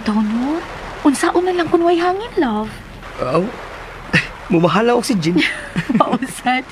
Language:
Cebuano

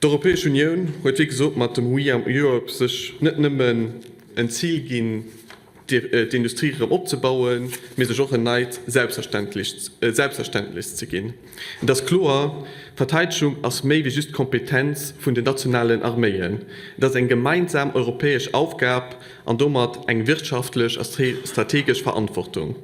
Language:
Luxembourgish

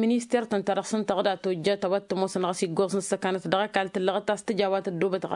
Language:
Tamasheq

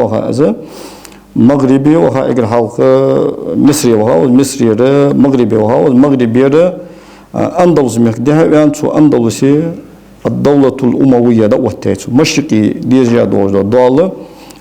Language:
Ingush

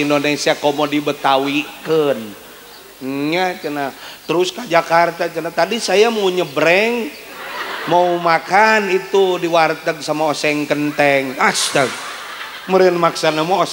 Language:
Sundanese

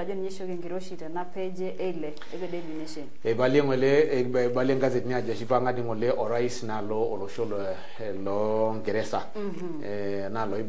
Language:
Masai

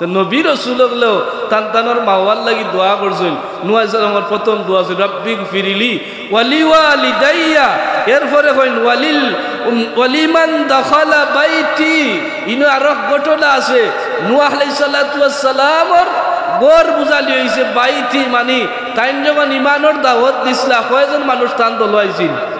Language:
Sylheti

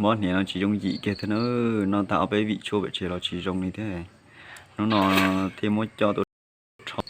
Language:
Hmong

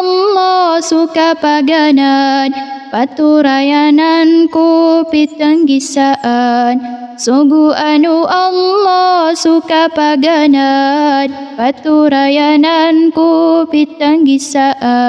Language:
Maranao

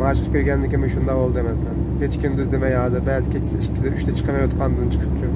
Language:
Uyghur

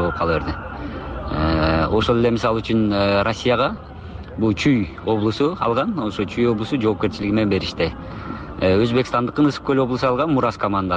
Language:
Kyrgyz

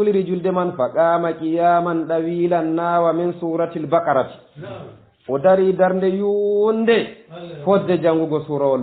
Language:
Fula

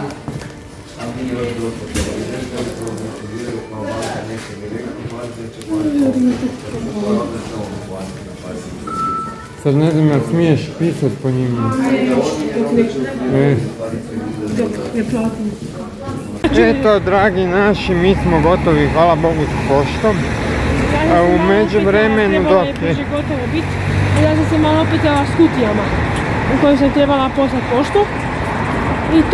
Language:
Croatian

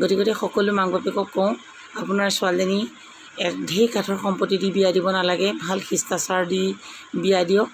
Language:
Assamese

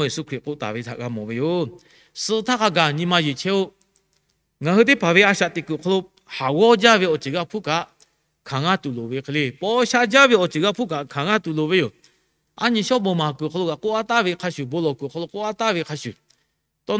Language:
Lahu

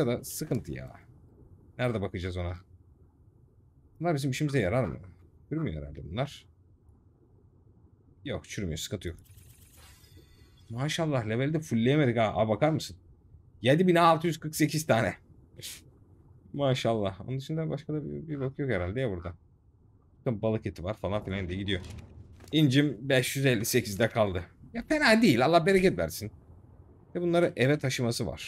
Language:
Turkish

